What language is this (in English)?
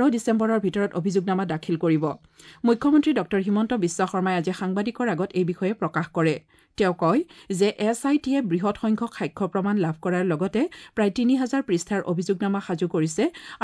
Assamese